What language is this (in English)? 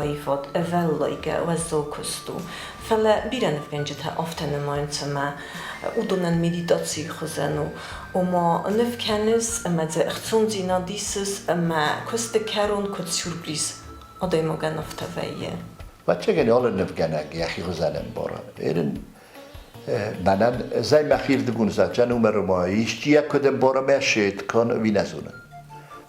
Ossetic